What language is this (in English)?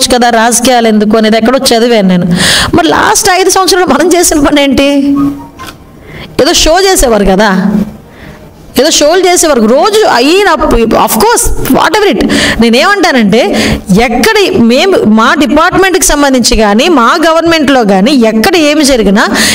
Telugu